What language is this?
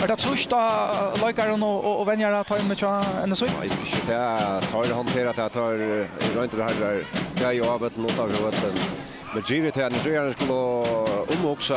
Faroese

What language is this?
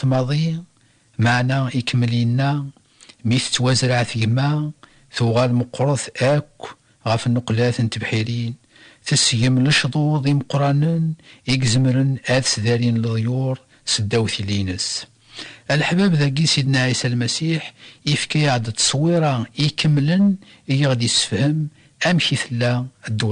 Kabyle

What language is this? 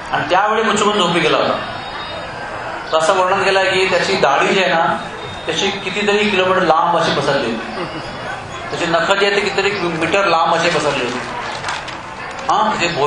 Marathi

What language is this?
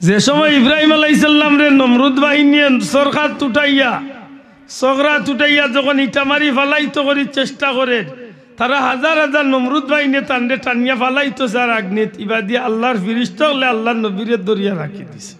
Sylheti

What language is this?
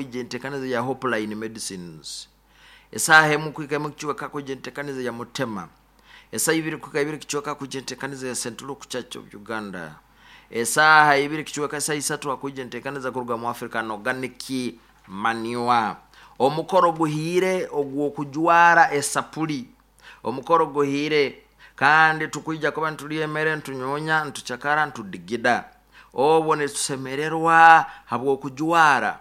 Nyoro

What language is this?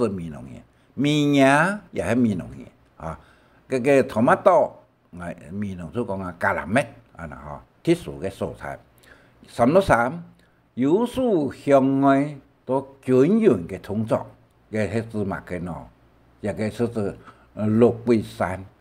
Hakka Chinese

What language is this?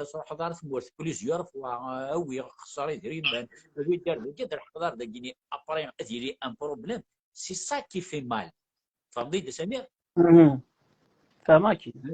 Kabyle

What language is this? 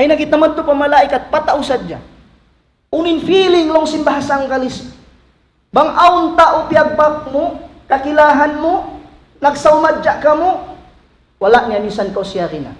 Tausug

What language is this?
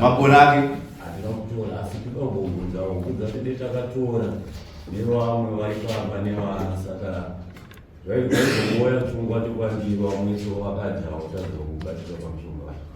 Shona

